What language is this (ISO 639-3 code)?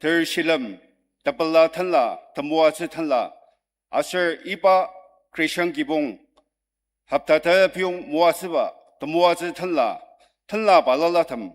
njo